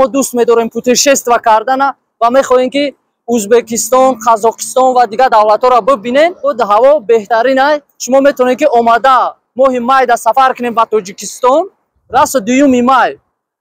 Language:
Tajik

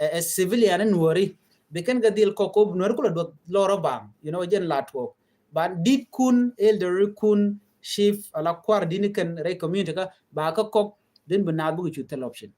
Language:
Nuer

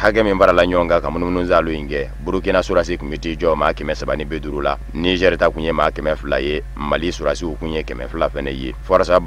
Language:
Bambara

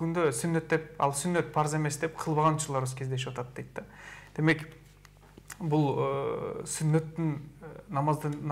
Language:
Kyrgyz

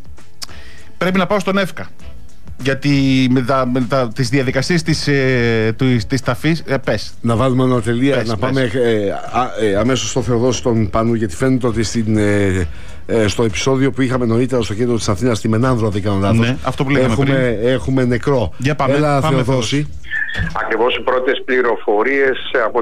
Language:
Greek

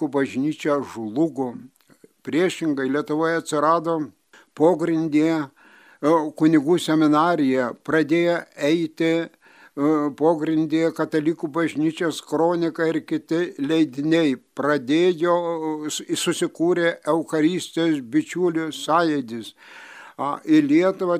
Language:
Lithuanian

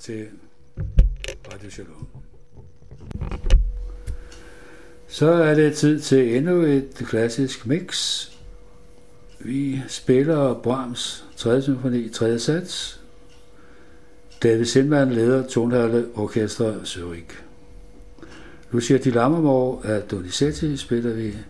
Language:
Danish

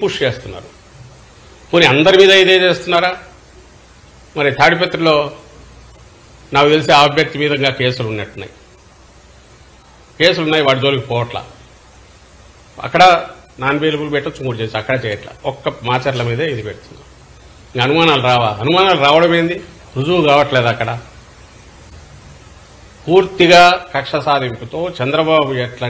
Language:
Telugu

